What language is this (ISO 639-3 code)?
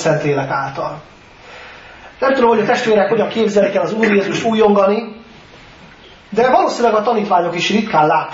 hun